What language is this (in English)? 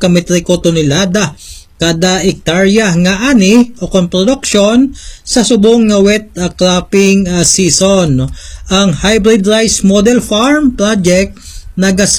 Hiligaynon